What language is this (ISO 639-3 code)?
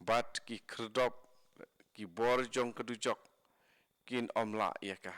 kha